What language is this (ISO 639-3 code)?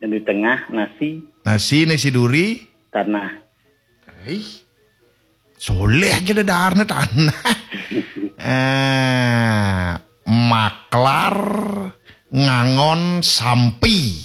ban